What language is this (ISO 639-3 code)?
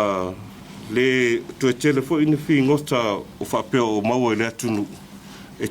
smo